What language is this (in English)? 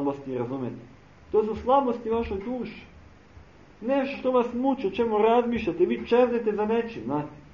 Serbian